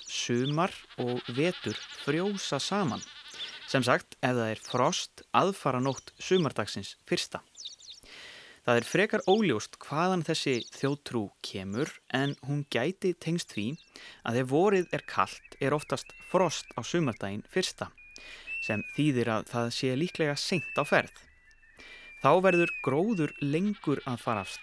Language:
Icelandic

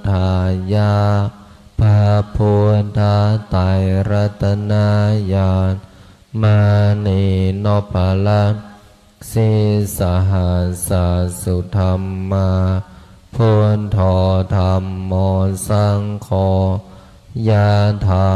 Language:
Pali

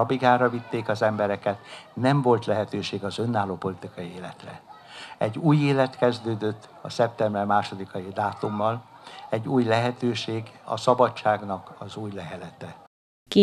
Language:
Hungarian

